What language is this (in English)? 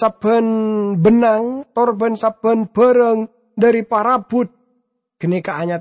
Madurese